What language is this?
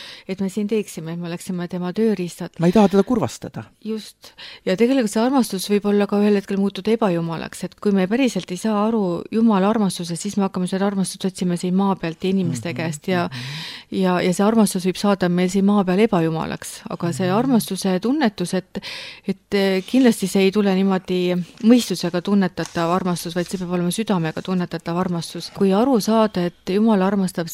Estonian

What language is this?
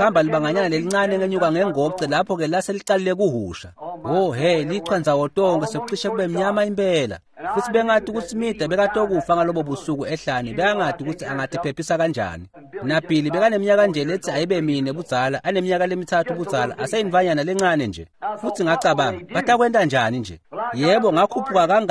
Swati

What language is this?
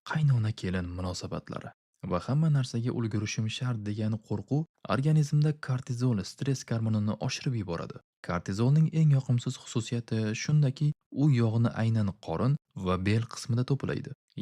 Uzbek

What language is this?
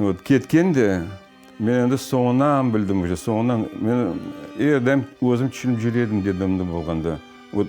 Crimean Tatar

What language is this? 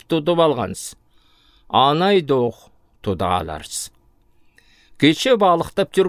Southern Altai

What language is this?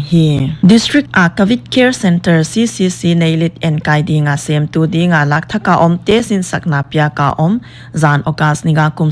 Paite Chin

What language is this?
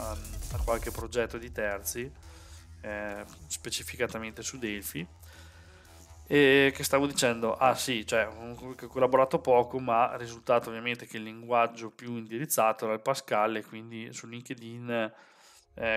Italian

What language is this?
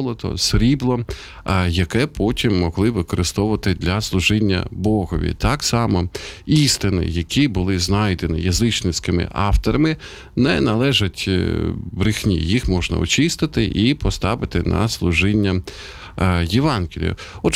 Ukrainian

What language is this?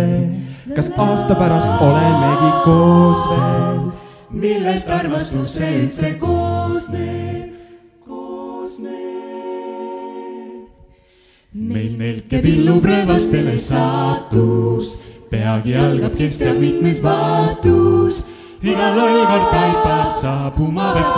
Estonian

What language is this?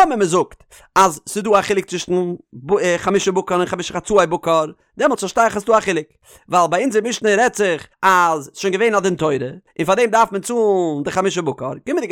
Yiddish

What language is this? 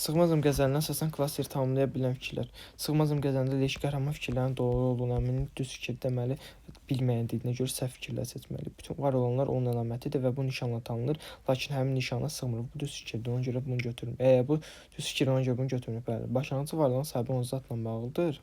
Azerbaijani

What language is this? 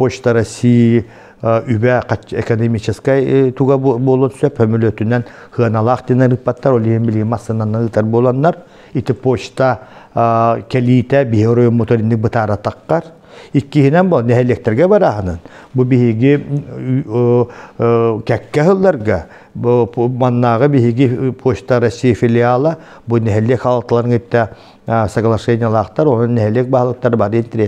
Yakut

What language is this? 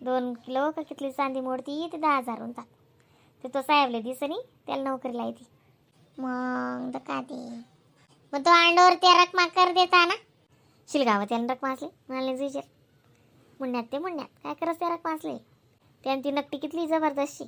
Khandesi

